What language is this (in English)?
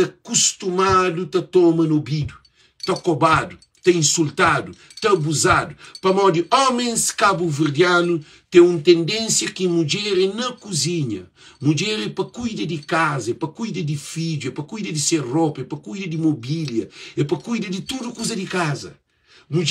Kabuverdianu